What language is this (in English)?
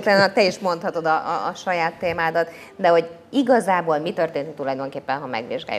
Hungarian